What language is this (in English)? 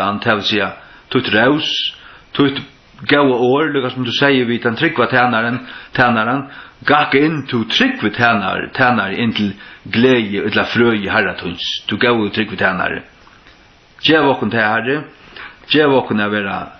Faroese